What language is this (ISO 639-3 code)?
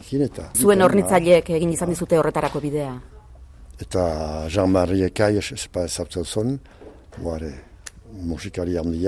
eus